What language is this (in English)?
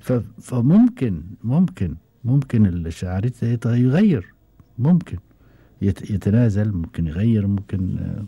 Gulf Arabic